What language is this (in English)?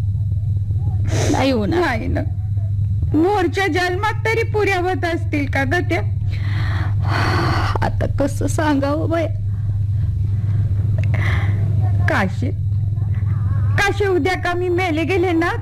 Marathi